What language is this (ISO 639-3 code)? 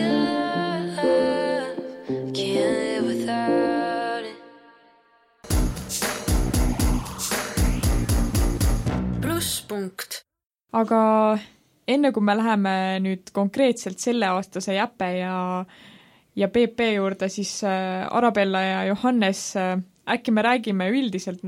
est